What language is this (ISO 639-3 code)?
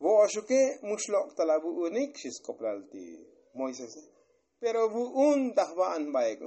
tzo